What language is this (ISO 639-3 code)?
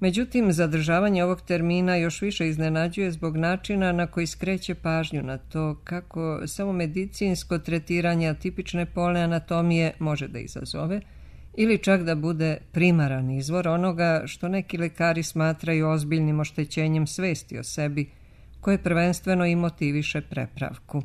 srp